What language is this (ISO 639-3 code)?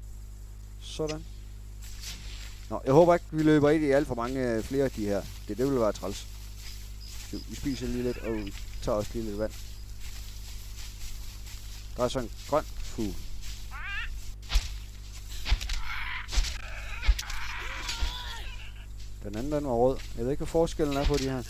dan